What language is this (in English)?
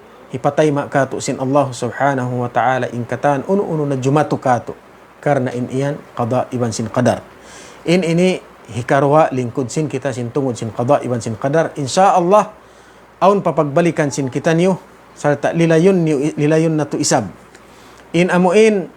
Tausug